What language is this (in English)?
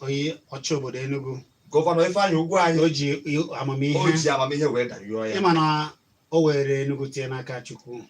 Igbo